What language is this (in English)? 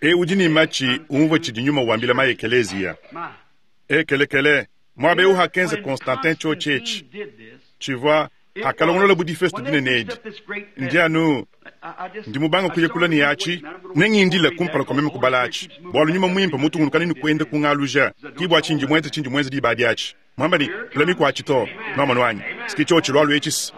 Luba-Lulua